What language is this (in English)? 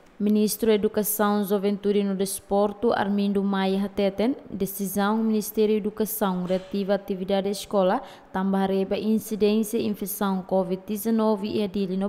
Tetum